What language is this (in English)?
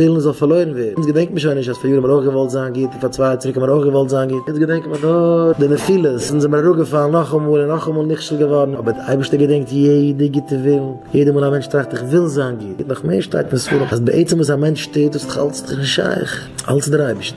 Yiddish